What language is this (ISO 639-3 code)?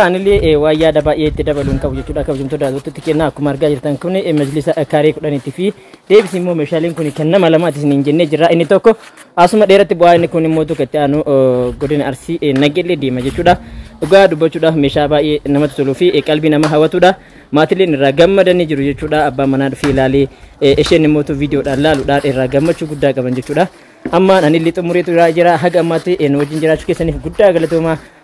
orm